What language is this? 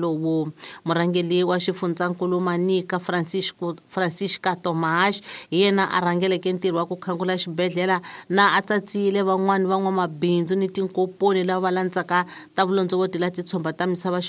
Tsonga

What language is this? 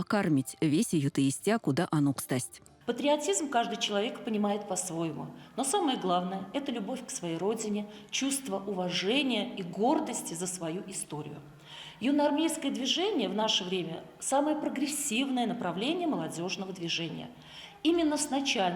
Erzya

